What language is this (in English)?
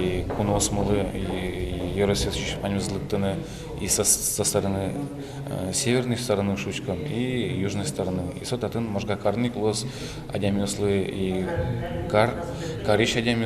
Udmurt